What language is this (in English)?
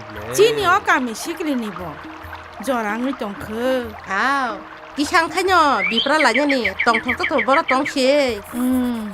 Kok Borok